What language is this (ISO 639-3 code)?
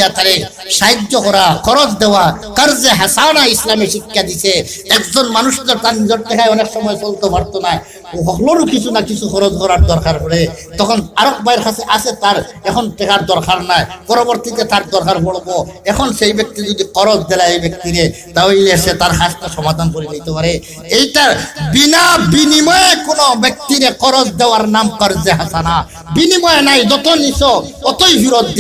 syl